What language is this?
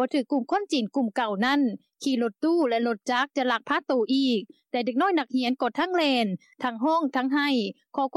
Lao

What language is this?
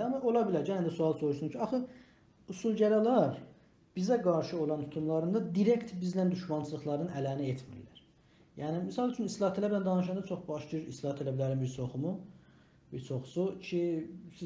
South Azerbaijani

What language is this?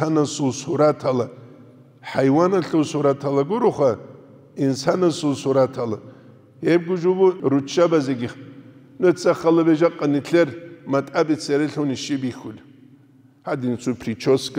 Avaric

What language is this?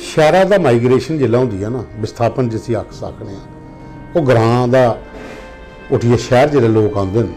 Dogri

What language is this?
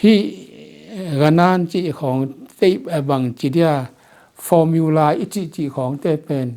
Tedim Chin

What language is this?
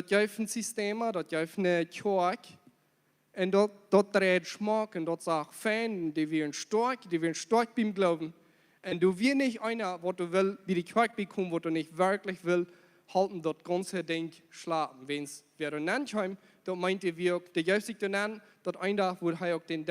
Plautdietsch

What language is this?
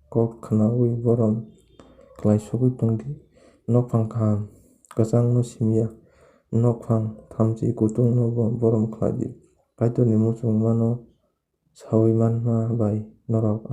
Kok Borok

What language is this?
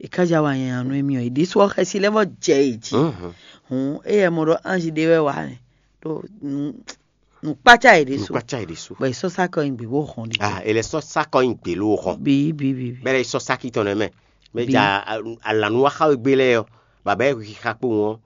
Fon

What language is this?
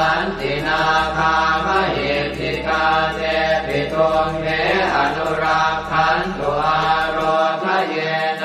Pali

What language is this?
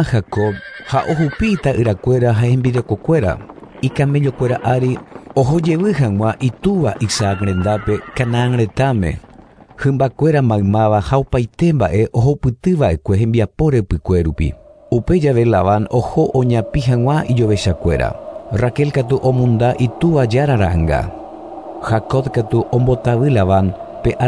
Guarani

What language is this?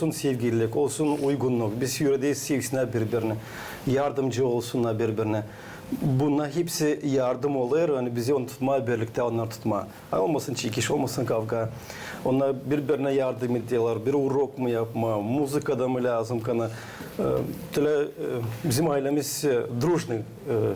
Gagauz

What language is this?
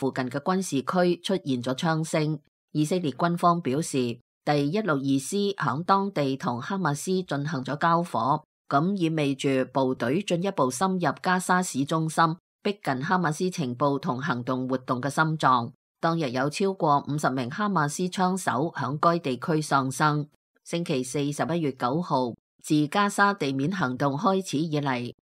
Cantonese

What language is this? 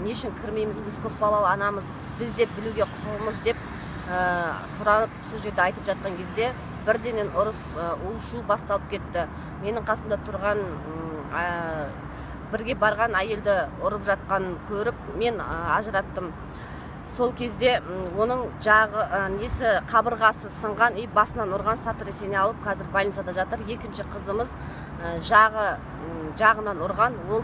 Kazakh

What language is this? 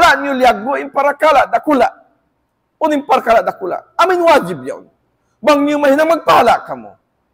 Tausug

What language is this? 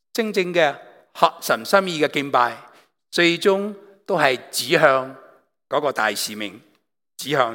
Cantonese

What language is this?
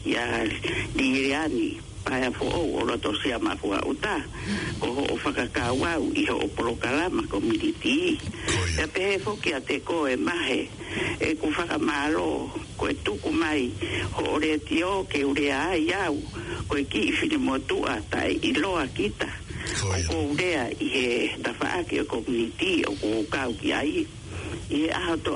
Tongan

